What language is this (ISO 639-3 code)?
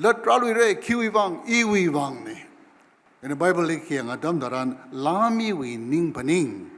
nmf